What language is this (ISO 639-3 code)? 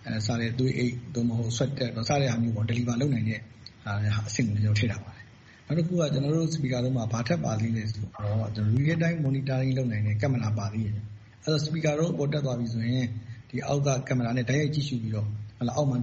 mya